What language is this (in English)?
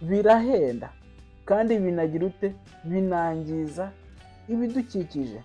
Kinyarwanda